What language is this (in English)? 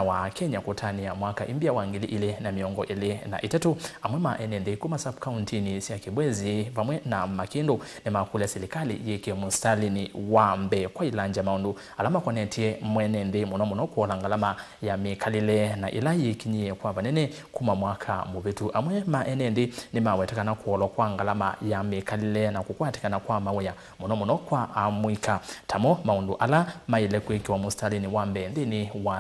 Kamba